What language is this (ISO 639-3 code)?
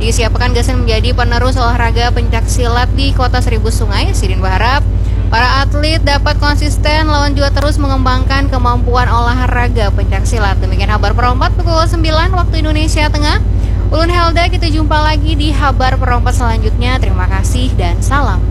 bjn